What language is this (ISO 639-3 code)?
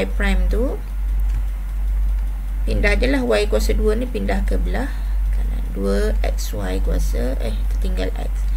msa